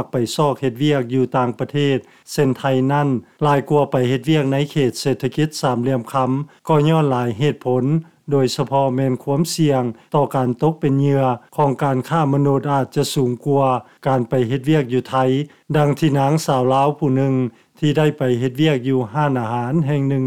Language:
Lao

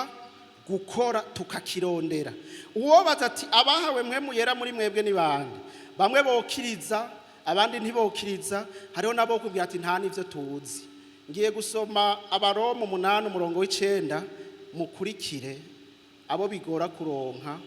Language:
Rundi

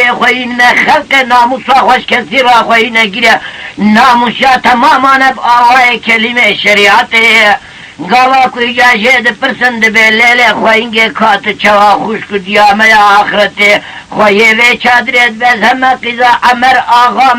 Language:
Kurdish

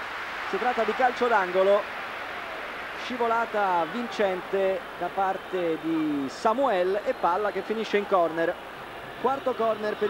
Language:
Italian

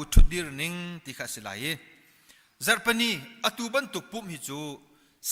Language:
Hakha Chin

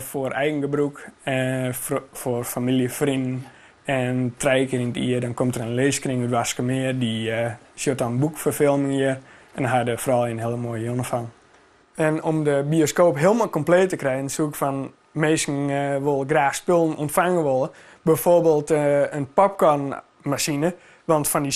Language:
Western Frisian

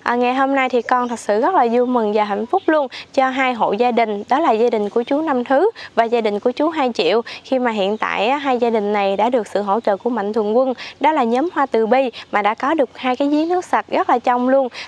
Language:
Vietnamese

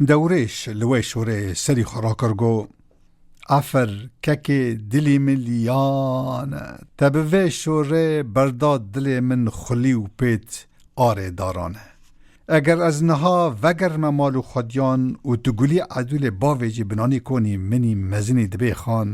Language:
Kurdish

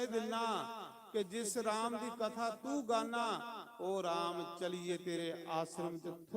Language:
Dogri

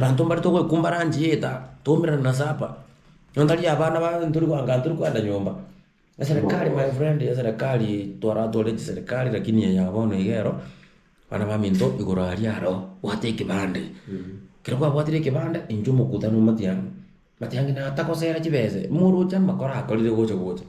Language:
Gusii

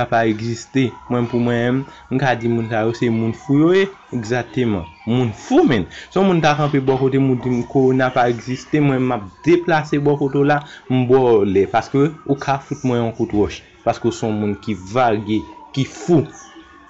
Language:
Haitian Creole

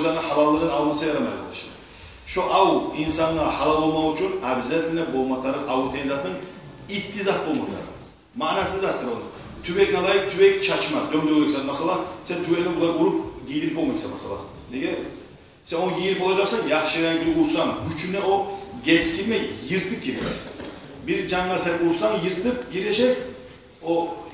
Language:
Kumyk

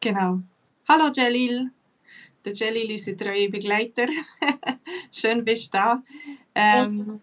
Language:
Swiss German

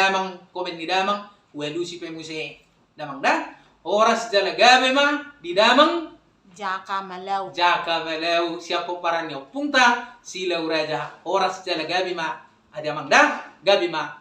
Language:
Batak Toba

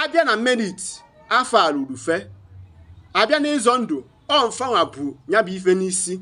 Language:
Igbo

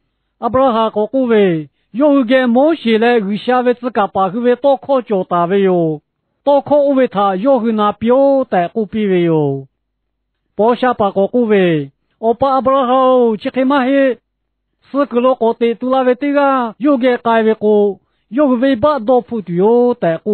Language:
Lahu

